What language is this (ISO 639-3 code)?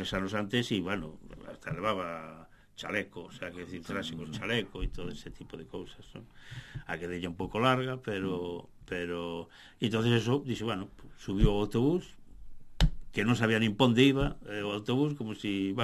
glg